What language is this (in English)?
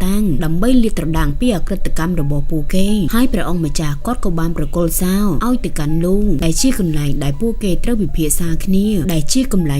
Khmer